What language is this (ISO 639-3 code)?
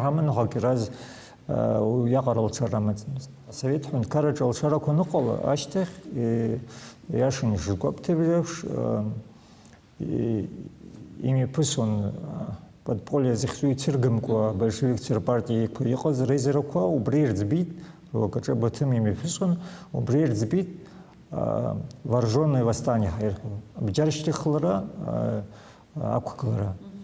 abk